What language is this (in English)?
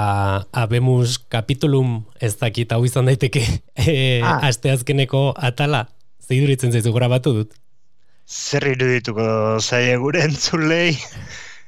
Basque